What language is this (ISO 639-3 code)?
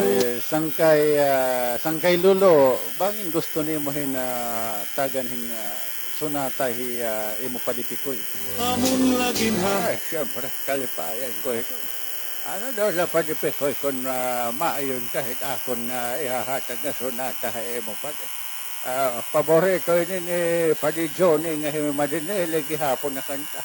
war